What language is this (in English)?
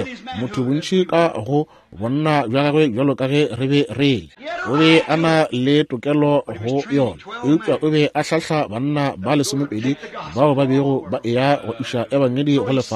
Northern Sotho